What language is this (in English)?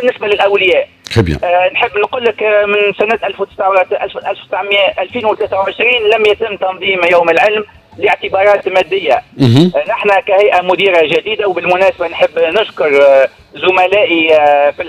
Tunisian Arabic